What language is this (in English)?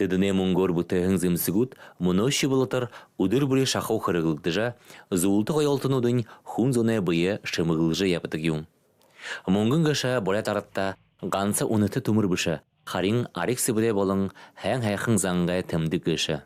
Buriat